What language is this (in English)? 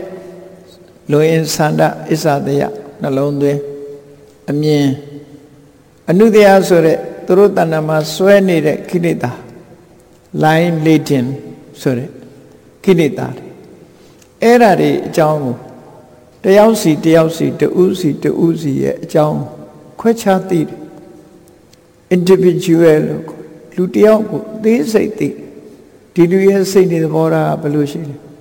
Burmese